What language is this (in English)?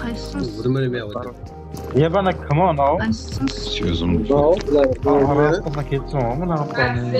Kara-Kalpak